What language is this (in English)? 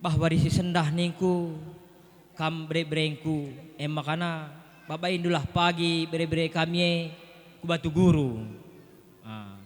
Batak Karo